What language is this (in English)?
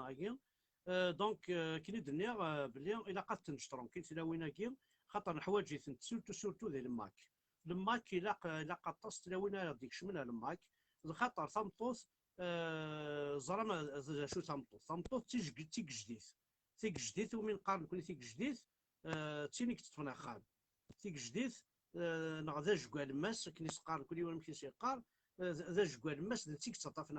Kabyle